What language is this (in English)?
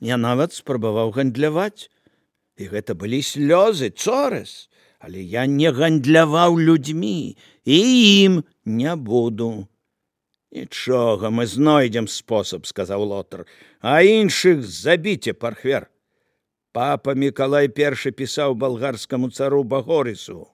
Belarusian